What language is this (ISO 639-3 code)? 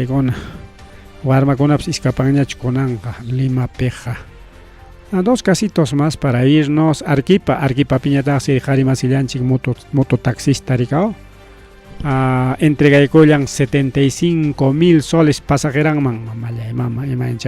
quy